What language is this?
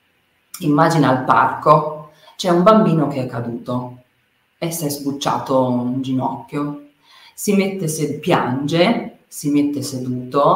Italian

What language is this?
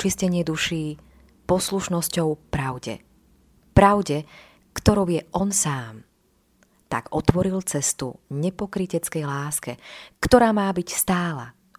Slovak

